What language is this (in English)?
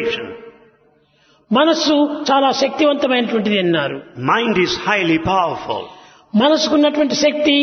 Telugu